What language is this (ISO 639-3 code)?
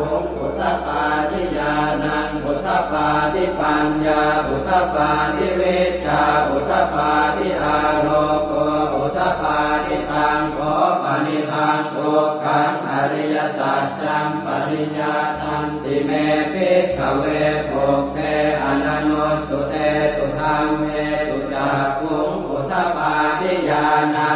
pli